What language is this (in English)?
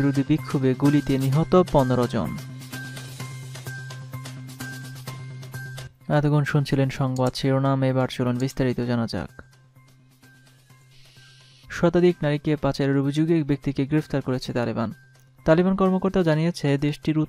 Bangla